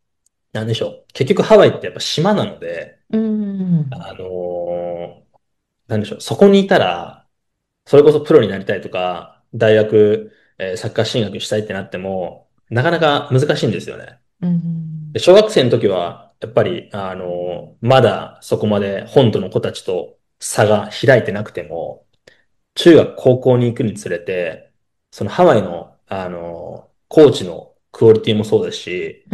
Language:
Japanese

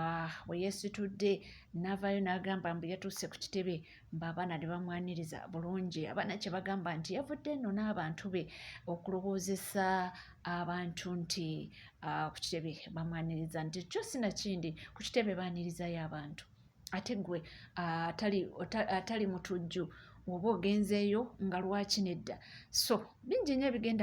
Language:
Ganda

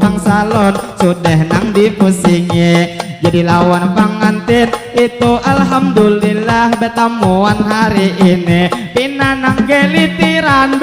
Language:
Banjar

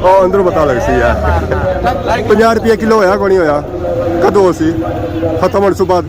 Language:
Pahari-Potwari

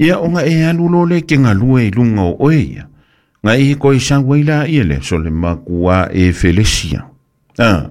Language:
Samoan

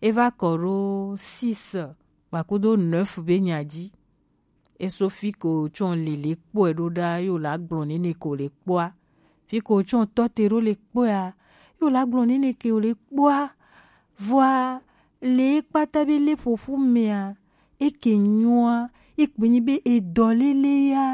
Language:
Gen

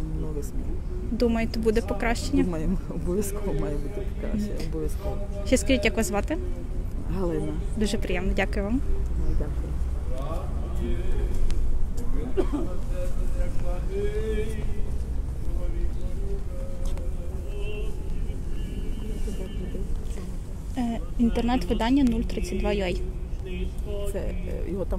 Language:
Ukrainian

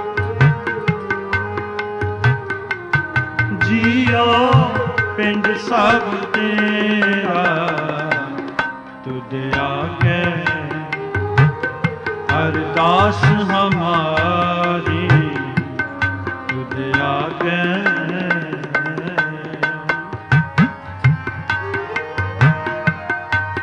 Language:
Punjabi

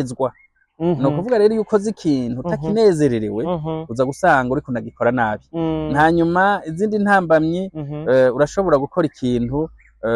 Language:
Rundi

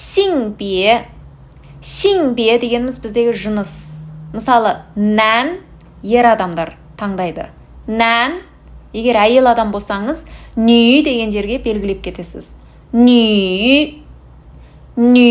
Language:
Kazakh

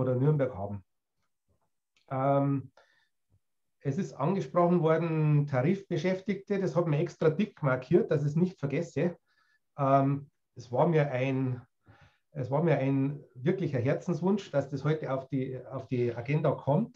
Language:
German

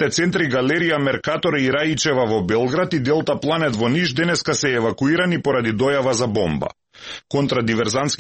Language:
Macedonian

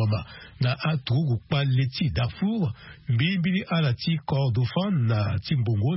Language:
Sango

